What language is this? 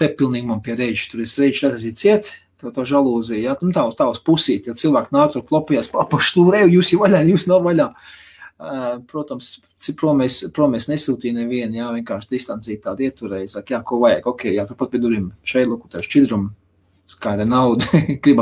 Latvian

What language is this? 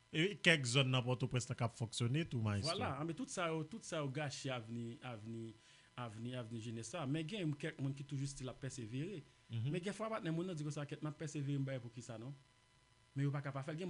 Haitian Creole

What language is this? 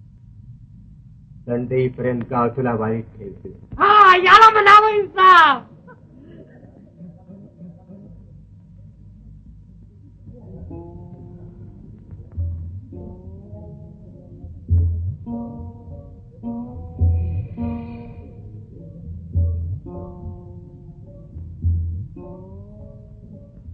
Marathi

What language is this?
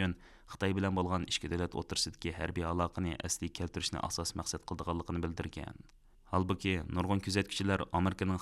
Uyghur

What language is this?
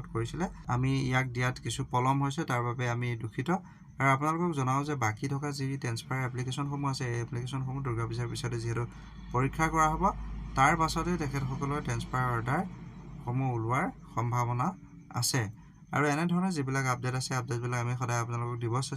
Assamese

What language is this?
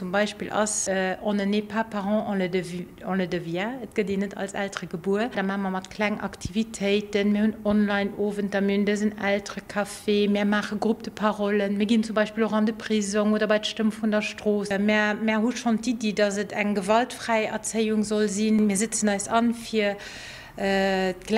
Luxembourgish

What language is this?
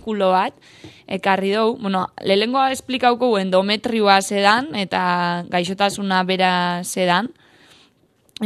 Basque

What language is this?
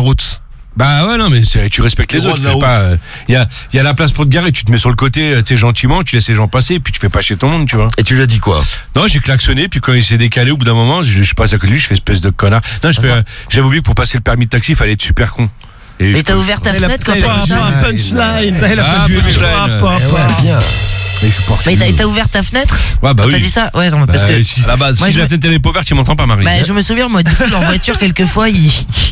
French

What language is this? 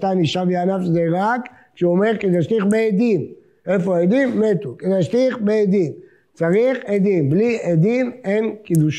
Hebrew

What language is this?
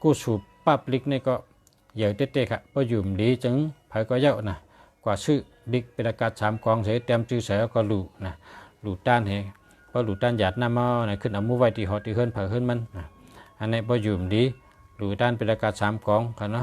Shan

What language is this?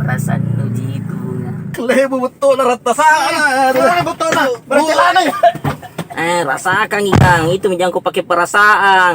Makassar Malay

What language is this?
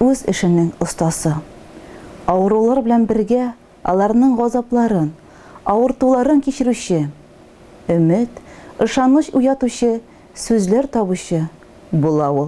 Tatar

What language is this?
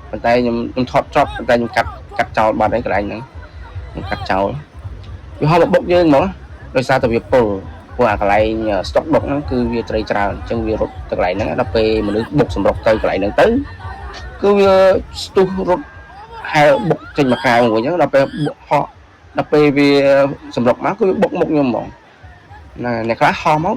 Khmer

